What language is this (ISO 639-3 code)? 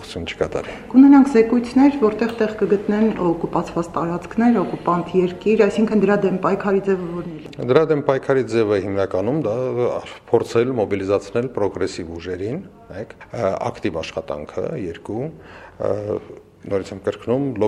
hye